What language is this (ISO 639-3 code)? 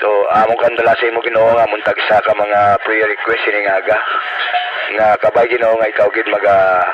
hil